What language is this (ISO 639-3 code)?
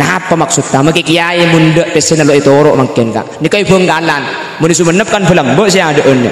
mad